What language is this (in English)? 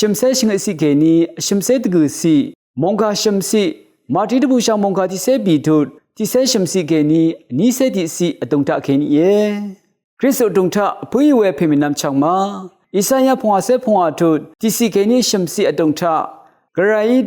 Rawang